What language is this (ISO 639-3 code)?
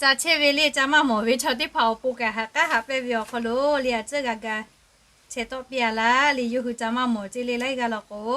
lhu